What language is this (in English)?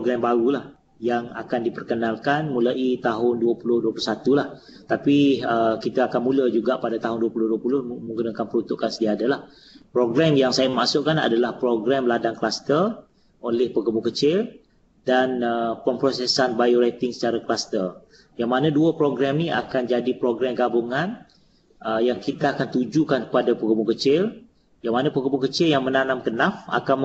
Malay